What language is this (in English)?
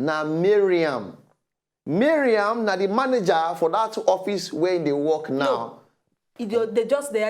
Nigerian Pidgin